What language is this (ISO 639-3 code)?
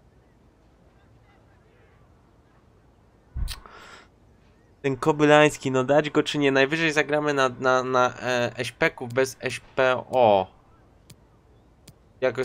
pol